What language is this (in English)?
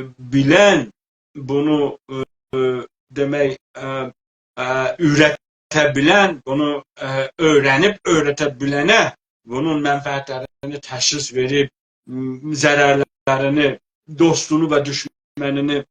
South Azerbaijani